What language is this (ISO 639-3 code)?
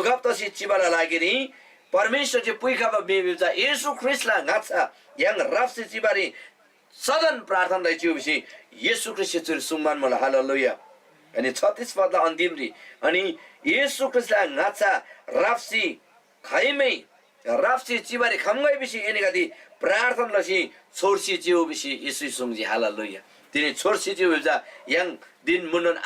taj